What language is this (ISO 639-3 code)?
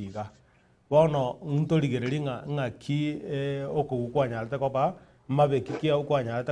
guz